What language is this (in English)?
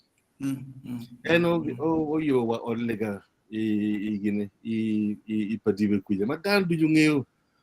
Acoli